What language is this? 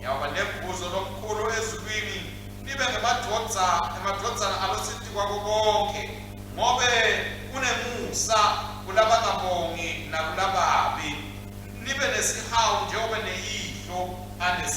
Swati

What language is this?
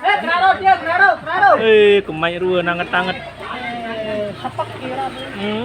Sasak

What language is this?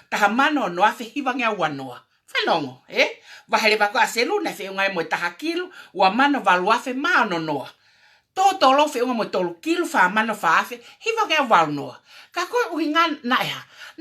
Tongan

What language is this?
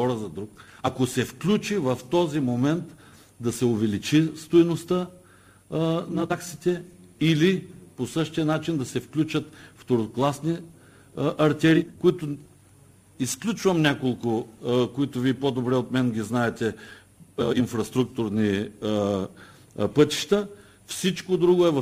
Bulgarian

